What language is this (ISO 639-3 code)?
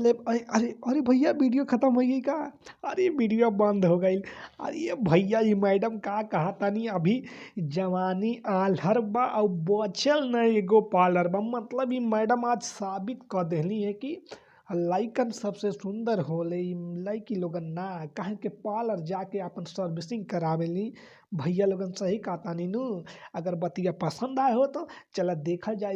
bho